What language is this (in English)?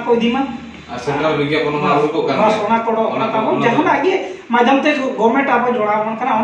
Santali